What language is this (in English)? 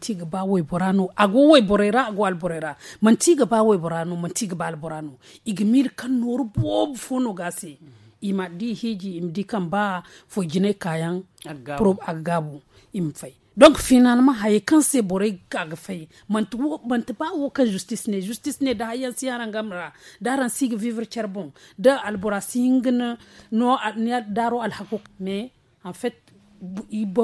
Zarma